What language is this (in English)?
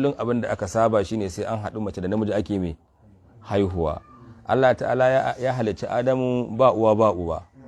Hausa